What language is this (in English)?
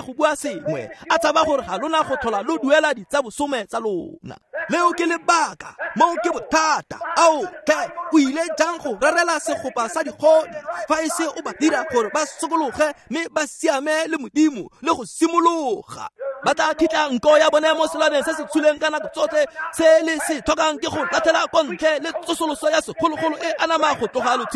Tswana